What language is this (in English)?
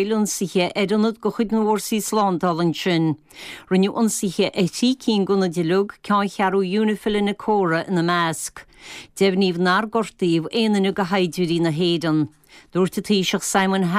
Irish